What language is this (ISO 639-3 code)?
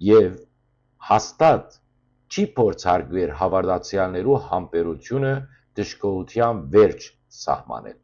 hyw